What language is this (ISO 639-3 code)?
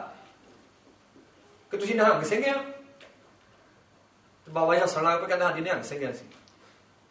pan